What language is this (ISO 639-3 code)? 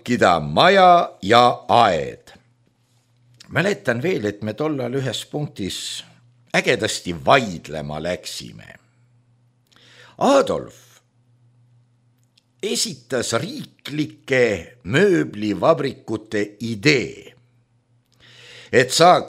est